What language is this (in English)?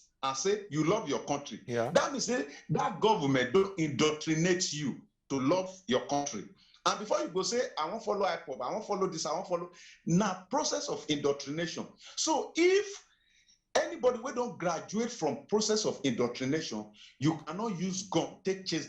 Nigerian Pidgin